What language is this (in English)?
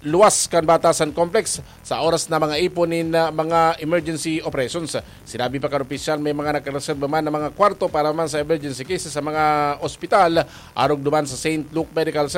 Bikol